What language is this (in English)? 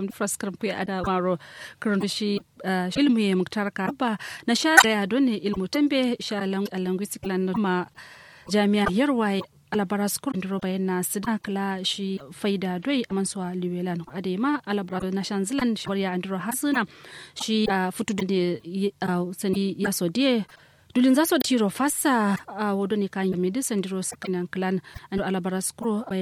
Kanuri